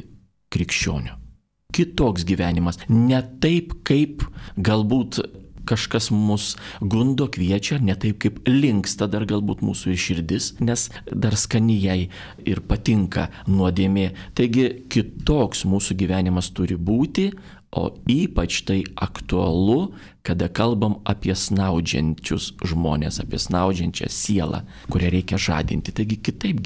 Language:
Lithuanian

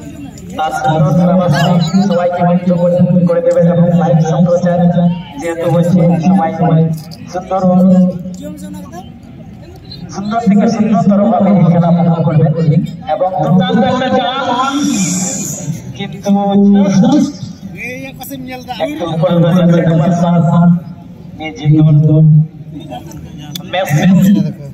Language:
Bangla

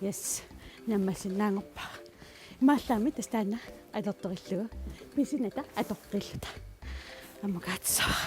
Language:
Kalaallisut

